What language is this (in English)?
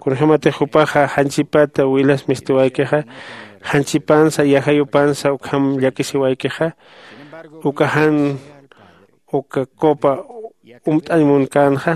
Aymara